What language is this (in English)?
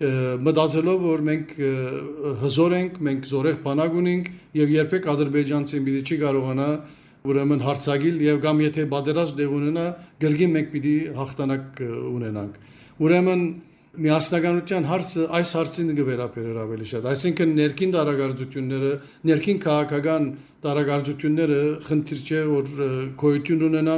Western Armenian